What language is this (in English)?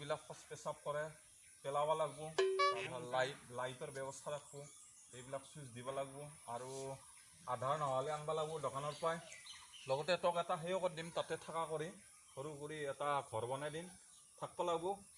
Assamese